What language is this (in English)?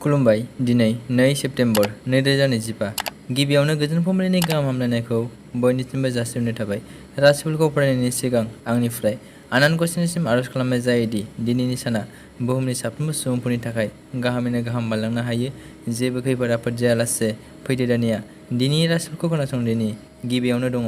Bodo